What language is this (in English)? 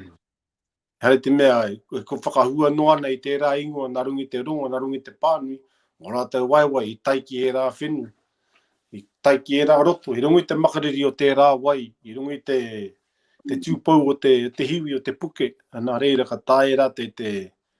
Māori